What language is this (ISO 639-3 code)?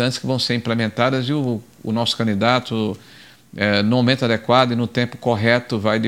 por